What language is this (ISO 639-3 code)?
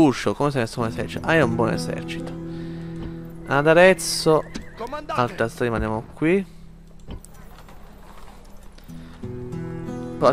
ita